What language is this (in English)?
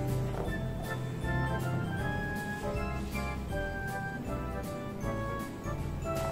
Indonesian